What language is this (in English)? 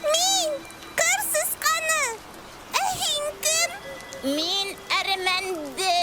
Bashkir